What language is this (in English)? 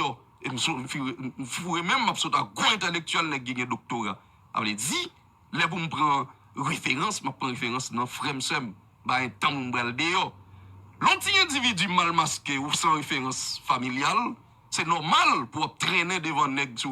Haitian Creole